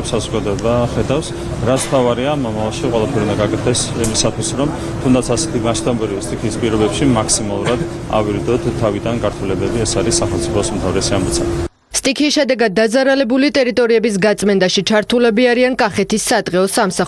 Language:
Georgian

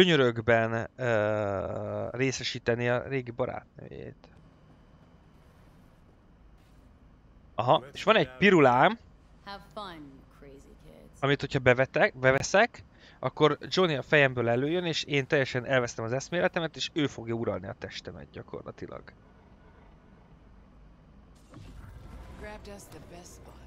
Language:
Hungarian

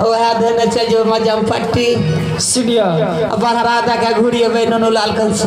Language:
Maithili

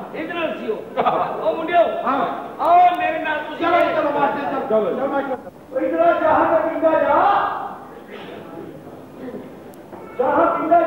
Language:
Punjabi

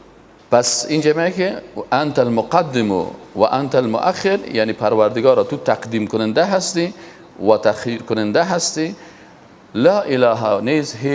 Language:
Persian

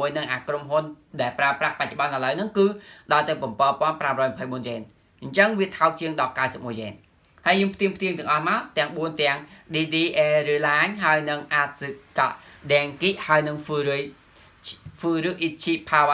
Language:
Khmer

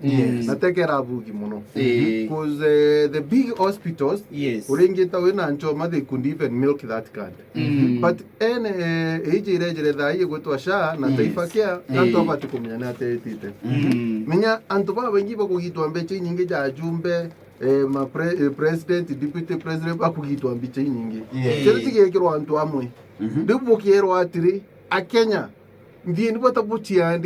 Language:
Meru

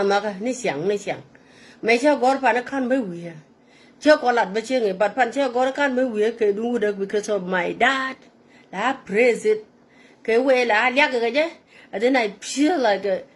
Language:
Nuer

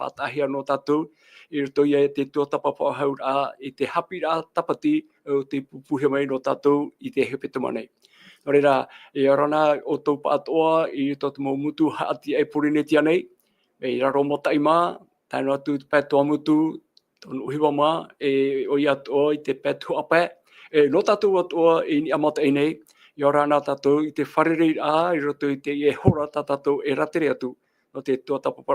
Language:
Tahitian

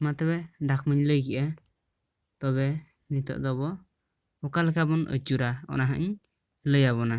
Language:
Santali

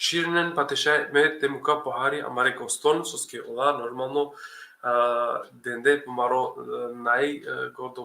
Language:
Balkan Romani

